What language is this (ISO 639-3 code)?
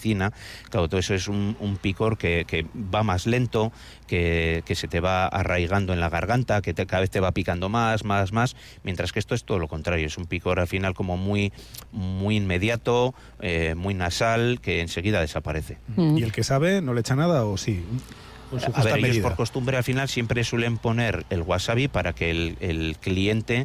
spa